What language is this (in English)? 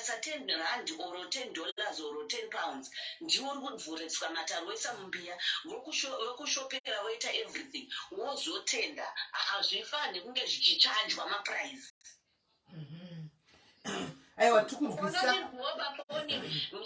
Shona